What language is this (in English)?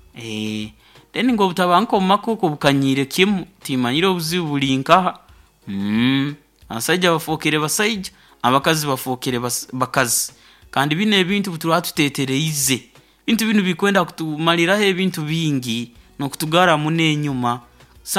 Nyoro